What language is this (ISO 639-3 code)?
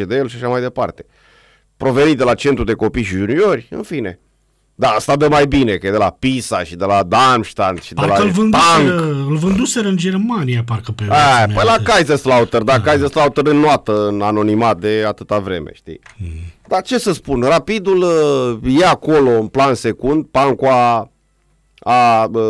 ron